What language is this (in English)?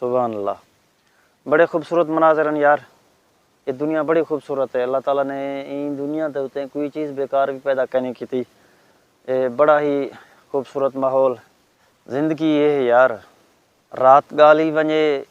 Saraiki